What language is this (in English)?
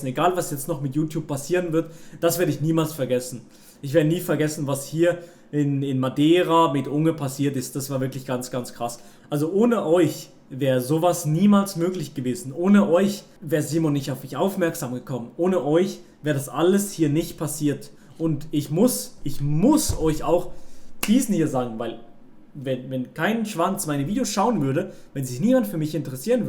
Swiss German